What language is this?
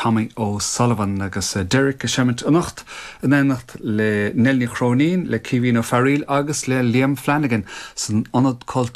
Irish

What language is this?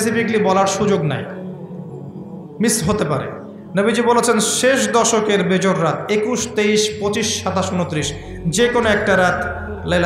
Bangla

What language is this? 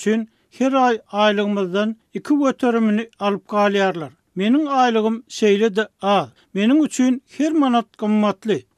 Turkmen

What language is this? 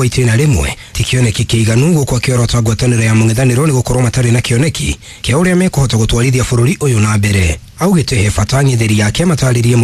Kikuyu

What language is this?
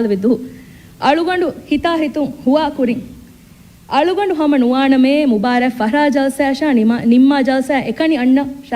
Divehi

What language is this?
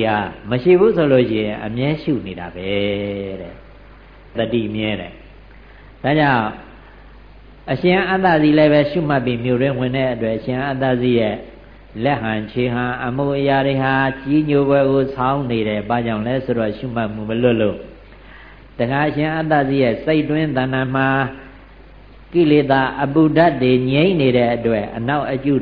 Burmese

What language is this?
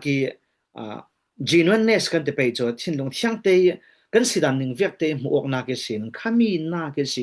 Falam Chin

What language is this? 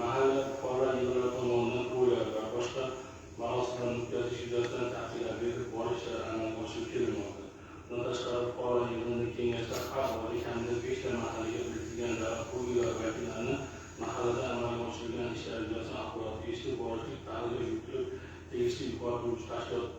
Uzbek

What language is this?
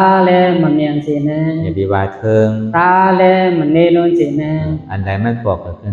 Shan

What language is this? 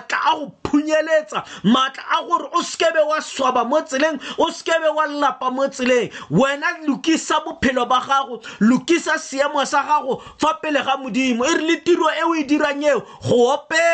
Tswana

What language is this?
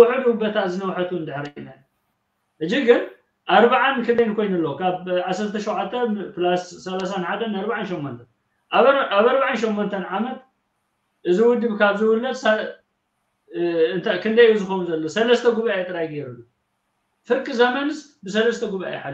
Tigrinya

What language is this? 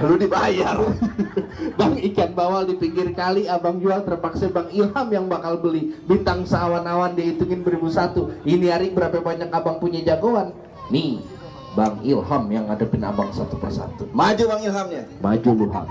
Betawi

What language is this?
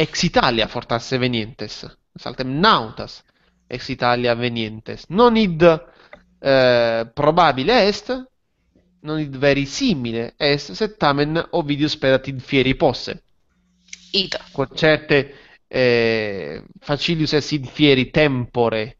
Latin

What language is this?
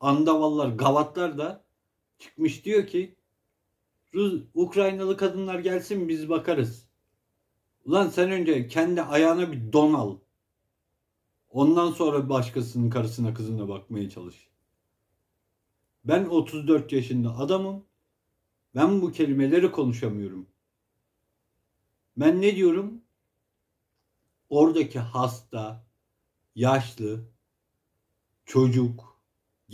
Turkish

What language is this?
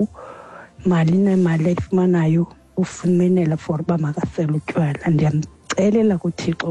Xhosa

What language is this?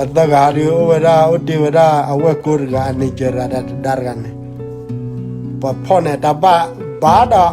S'gaw Karen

